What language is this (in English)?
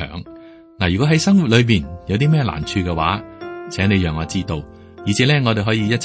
Cantonese